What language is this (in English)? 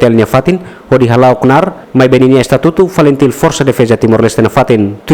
Tetum